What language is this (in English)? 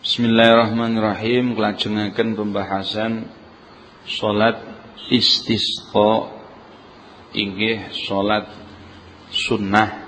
Javanese